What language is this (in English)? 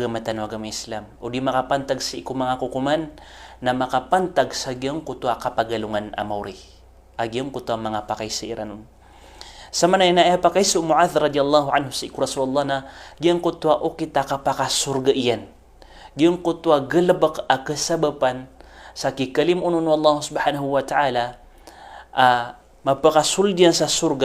Maranao